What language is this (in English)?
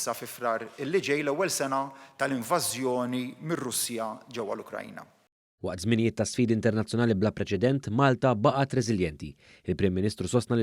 Maltese